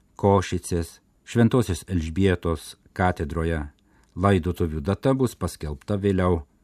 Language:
Lithuanian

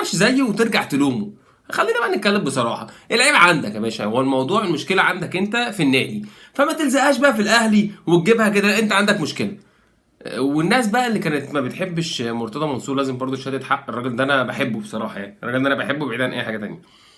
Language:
Egyptian Arabic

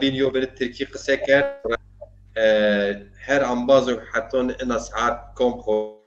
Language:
Zaza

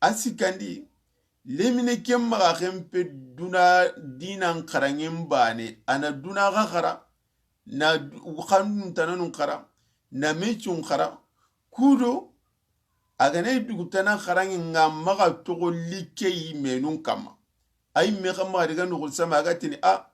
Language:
Soninke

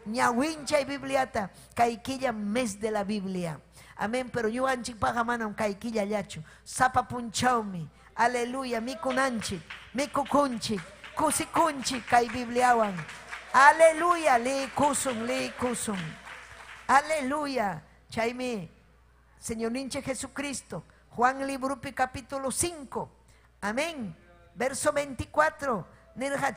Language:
Ayacucho Quechua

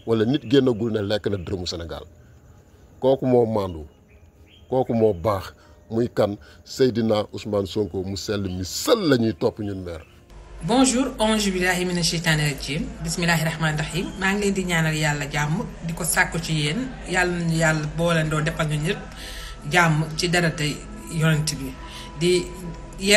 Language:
Wolof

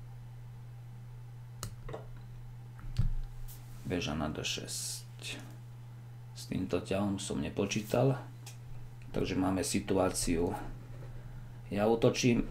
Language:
Slovak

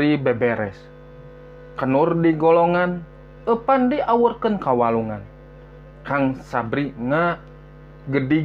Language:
Sundanese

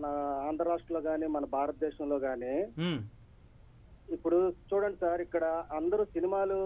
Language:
Telugu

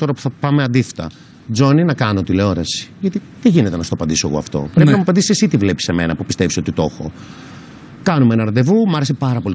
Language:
Greek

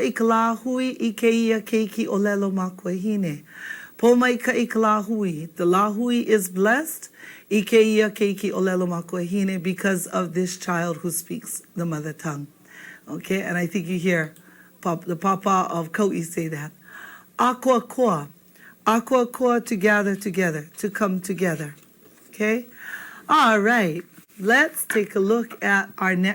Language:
Hawaiian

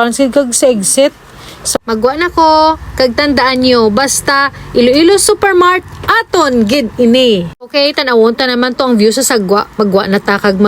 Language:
Hiligaynon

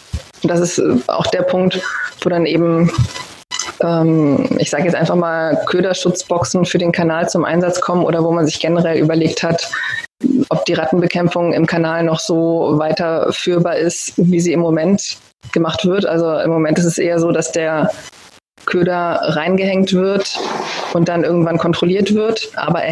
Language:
German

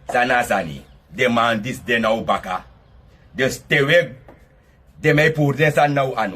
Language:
Sranan Tongo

